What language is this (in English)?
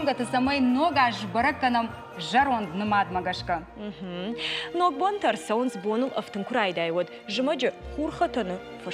Ossetic